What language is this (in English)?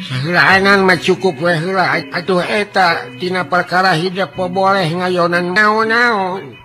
Sundanese